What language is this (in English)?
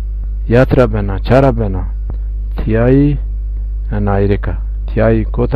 Zaza